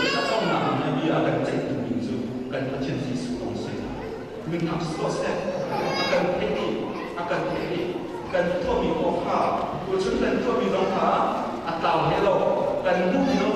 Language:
Hakha Chin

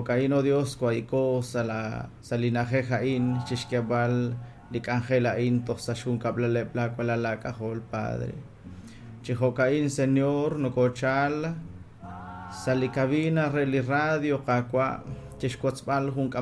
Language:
Kekchí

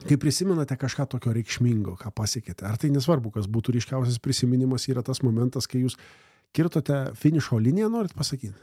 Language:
Lithuanian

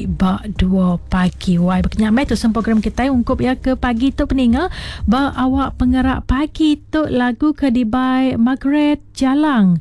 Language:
Iban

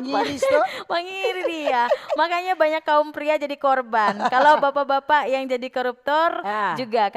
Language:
Manado Malay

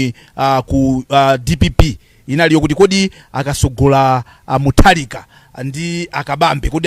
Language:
Nyanja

